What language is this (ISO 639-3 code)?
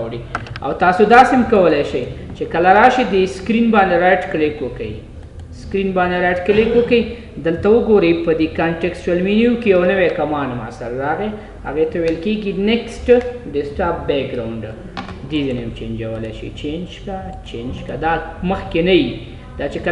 pus